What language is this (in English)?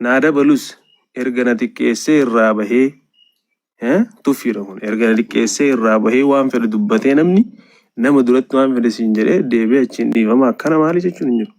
Oromo